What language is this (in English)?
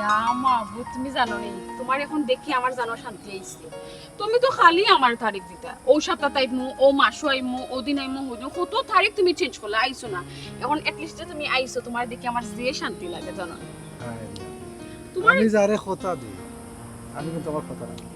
Sylheti